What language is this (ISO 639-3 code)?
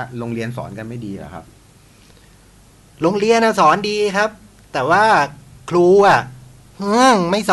tha